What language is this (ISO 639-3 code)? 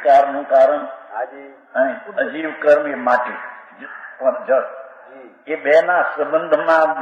guj